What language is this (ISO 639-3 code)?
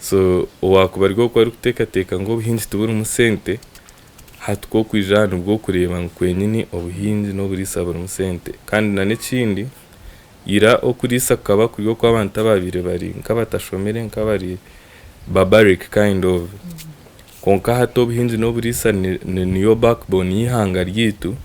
nyn